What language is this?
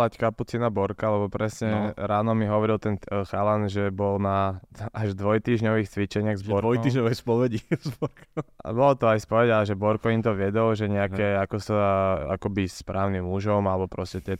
Slovak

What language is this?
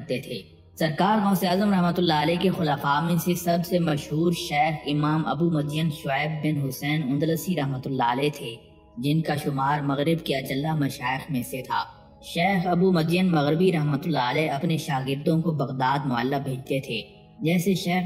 Urdu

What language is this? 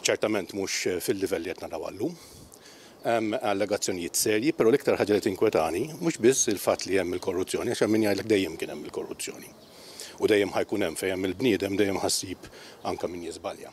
Maltese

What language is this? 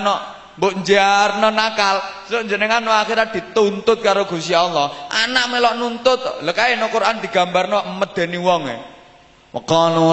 Javanese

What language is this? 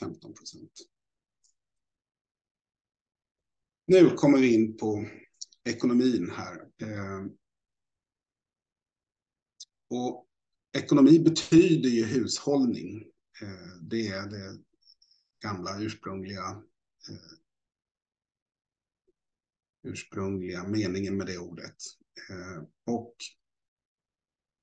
Swedish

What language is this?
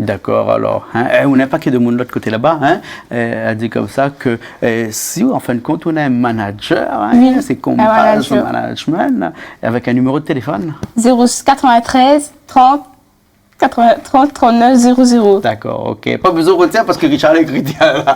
Réunion Creole French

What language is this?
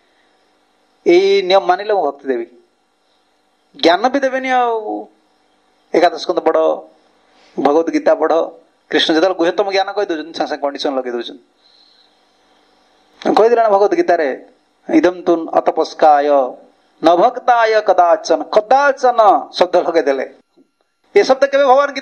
Odia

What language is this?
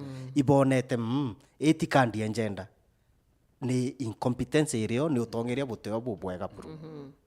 Meru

